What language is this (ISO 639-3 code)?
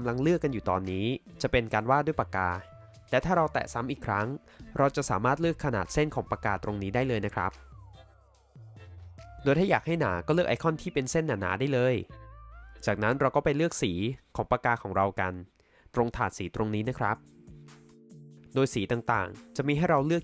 tha